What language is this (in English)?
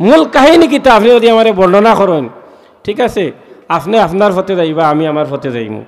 Sylheti